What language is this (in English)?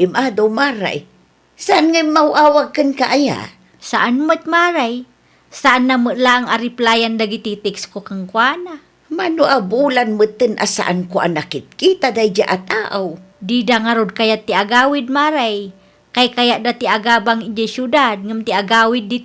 Iloko